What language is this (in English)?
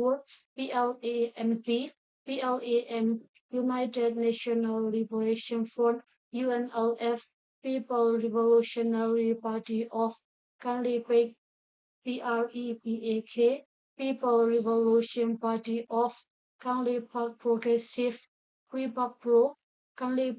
Hakha Chin